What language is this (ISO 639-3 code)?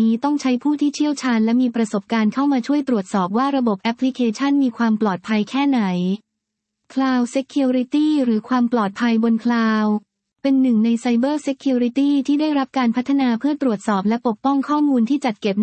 tha